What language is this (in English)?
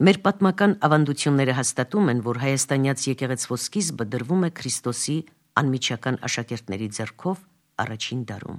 Armenian